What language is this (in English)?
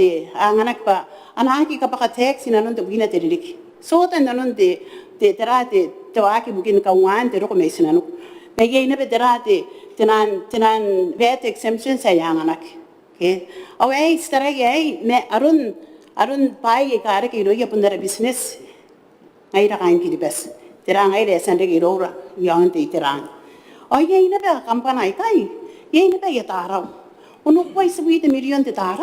Gilbertese